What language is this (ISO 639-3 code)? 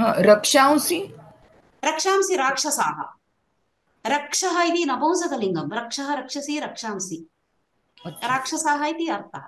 san